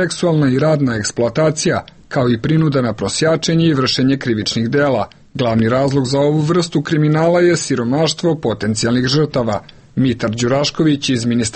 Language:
Serbian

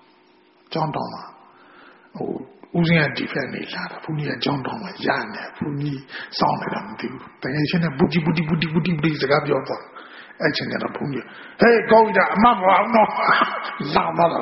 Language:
Burmese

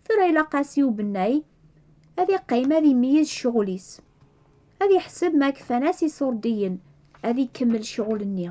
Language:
Kabyle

